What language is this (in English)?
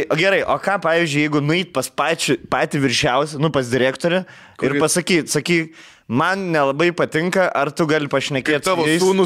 Lithuanian